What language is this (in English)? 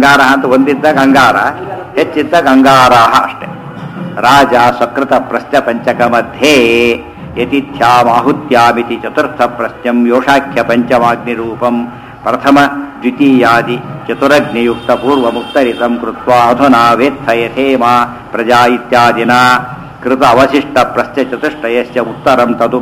Kannada